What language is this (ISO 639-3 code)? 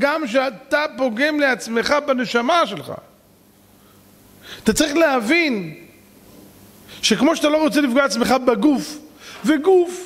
heb